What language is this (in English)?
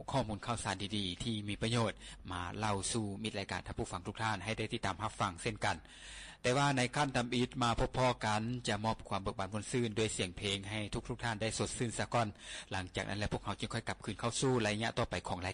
Lao